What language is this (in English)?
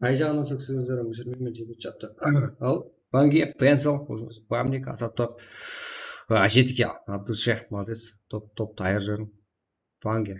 Kara-Kalpak